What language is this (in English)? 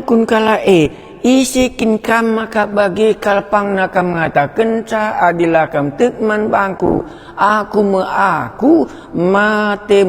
Batak Karo